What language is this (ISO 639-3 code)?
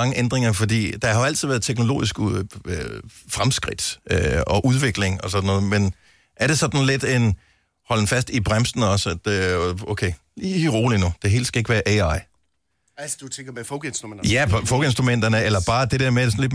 dan